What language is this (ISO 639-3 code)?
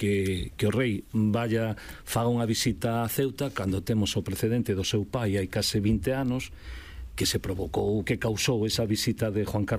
glg